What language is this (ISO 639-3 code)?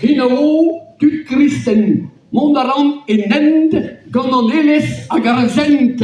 bre